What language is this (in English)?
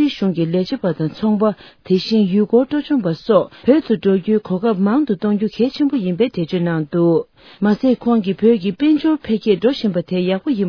Tibetan